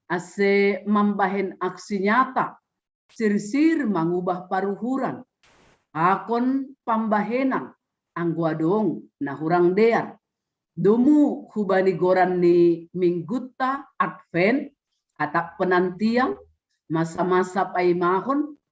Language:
Batak Simalungun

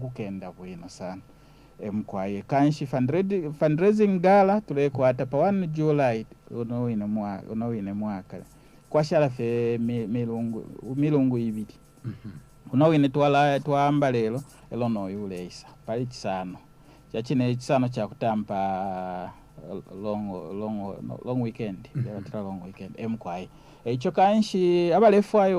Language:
Bemba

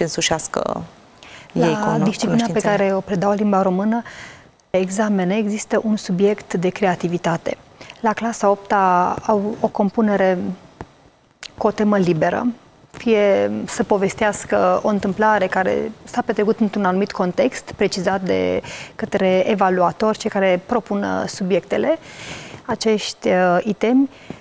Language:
Romanian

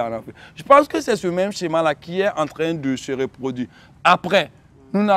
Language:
French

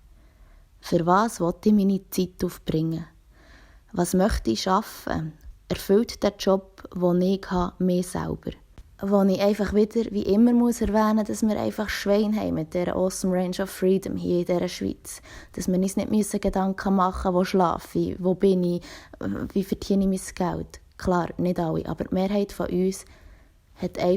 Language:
Swiss German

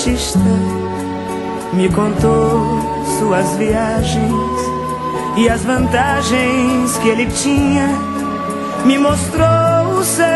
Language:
Portuguese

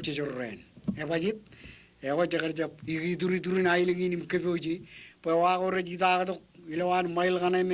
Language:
Marshallese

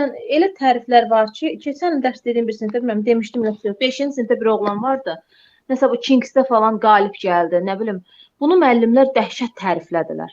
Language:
Azerbaijani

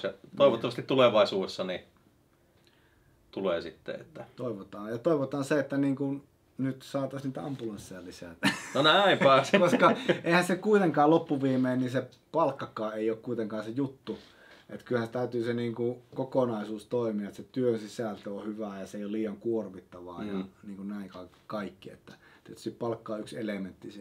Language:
Finnish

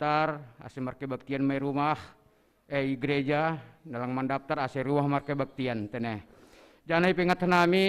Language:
Batak Simalungun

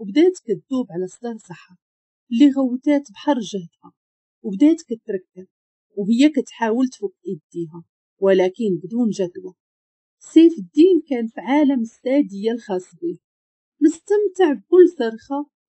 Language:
Moroccan Arabic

